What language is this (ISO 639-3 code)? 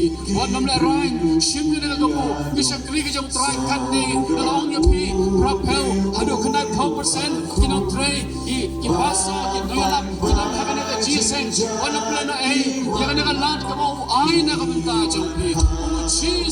kha